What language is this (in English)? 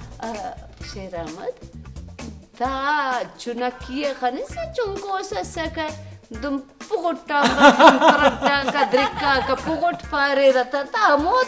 Brahui